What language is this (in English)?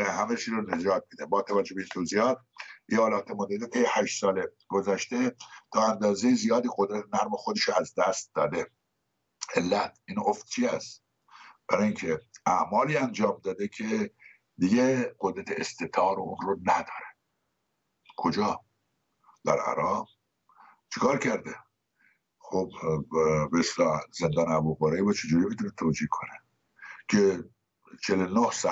Persian